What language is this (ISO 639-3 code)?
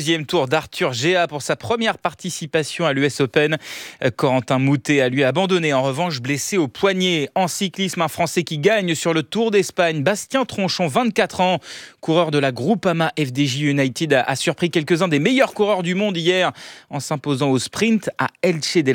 fra